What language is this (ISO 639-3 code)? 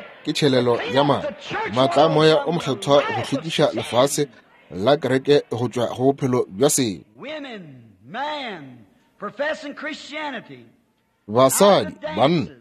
nso